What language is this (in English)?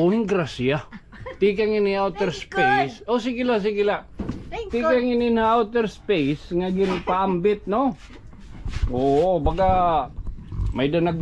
Waray